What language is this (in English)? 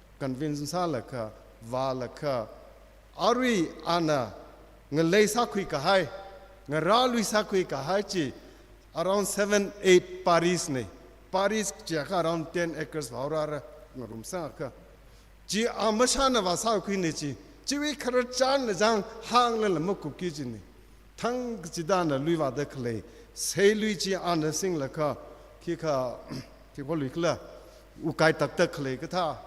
Tangkhul Naga (India)